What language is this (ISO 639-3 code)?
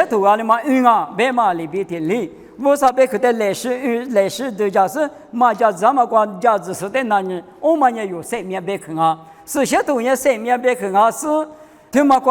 lis